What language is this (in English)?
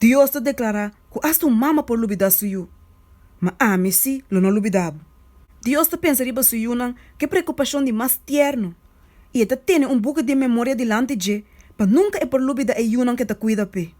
Papiamento